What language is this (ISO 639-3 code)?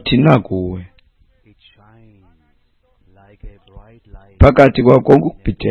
xho